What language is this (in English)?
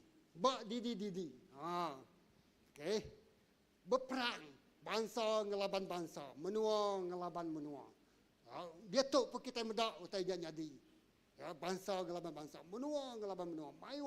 Iban